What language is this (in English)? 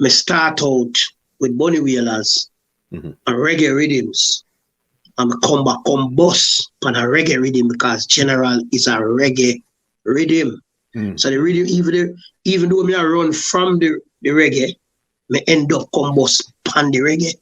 Jamaican Creole English